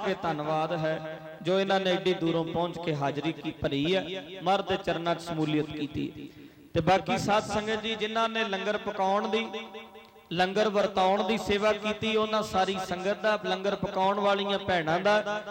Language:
Punjabi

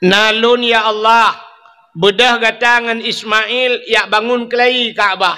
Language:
Achinese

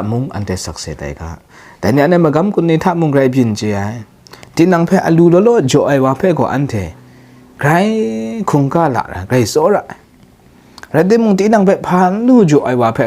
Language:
Kachin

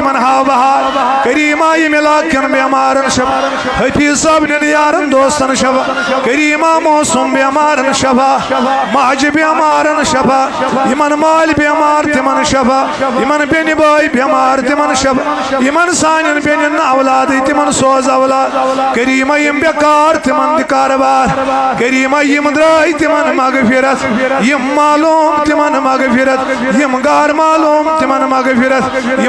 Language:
Kashmiri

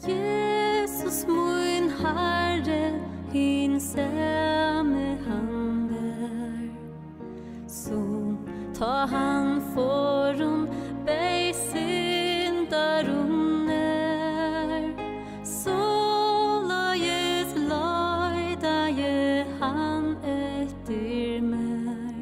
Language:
Faroese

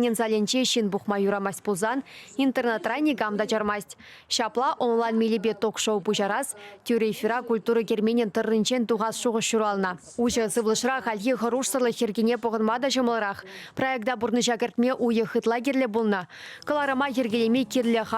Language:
Chuvash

